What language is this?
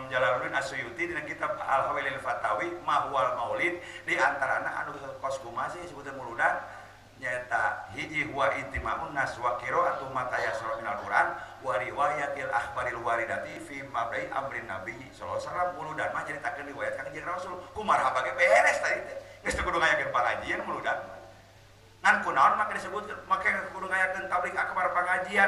Sundanese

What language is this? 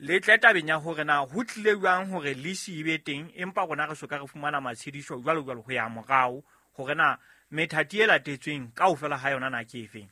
Southern Sotho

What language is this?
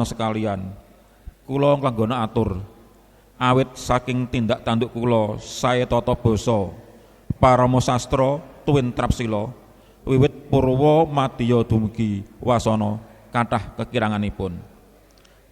Javanese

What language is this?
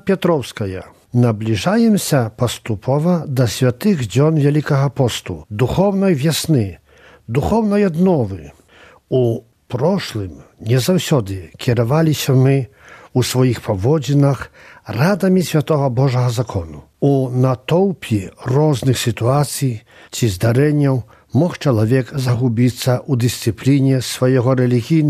Belarusian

